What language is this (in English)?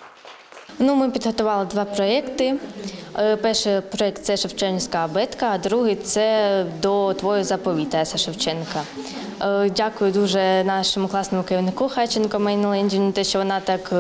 Ukrainian